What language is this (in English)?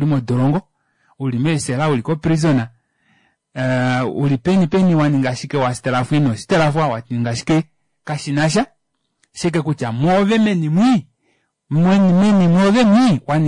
Kuanyama